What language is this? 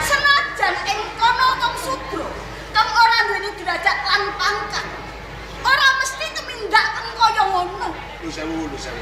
Javanese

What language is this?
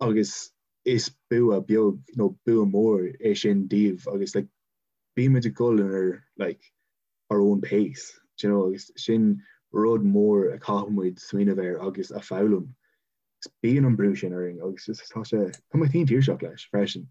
Irish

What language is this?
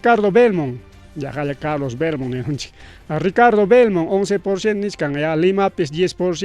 Ayacucho Quechua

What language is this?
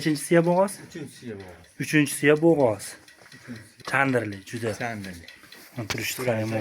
Uzbek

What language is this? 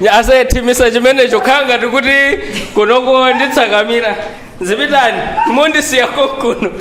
Nyanja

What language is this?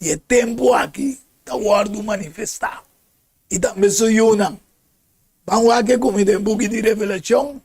Papiamento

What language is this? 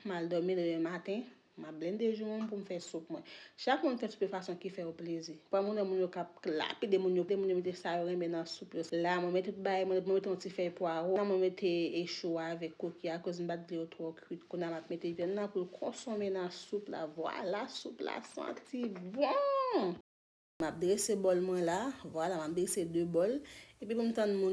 Haitian Creole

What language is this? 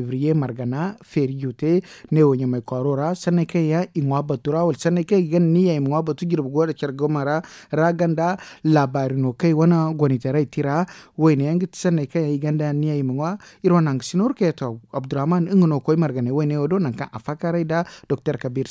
Zarma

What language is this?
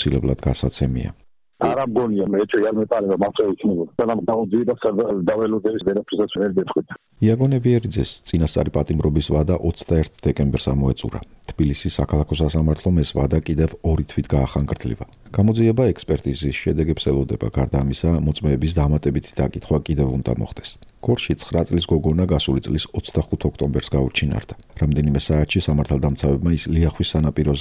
Georgian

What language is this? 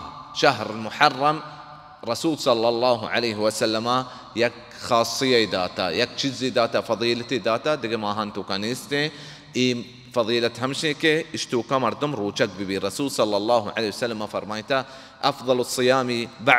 Baluchi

